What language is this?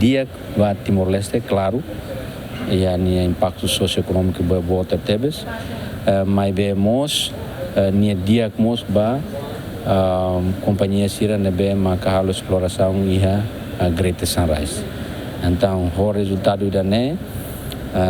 Tetum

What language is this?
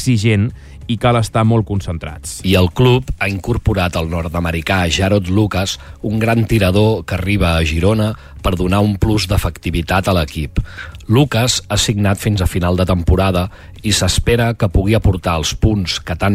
Catalan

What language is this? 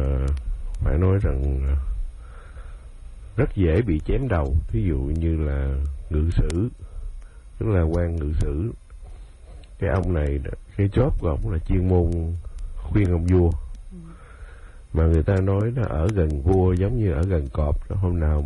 Vietnamese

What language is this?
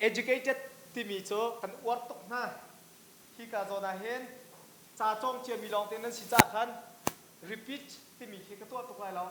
Hakha Chin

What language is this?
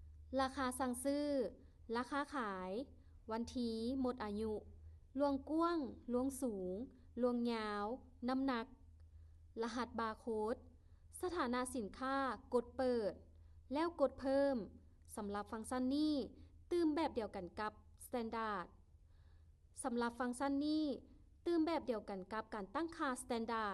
Lao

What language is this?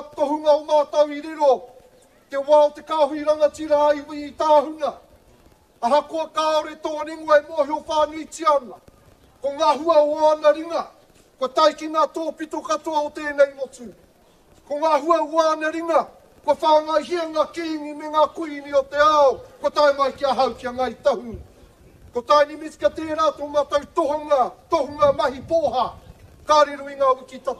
Māori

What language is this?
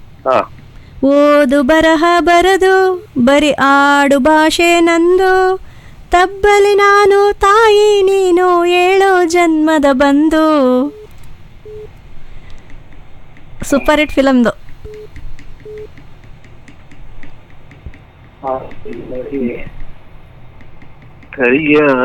Kannada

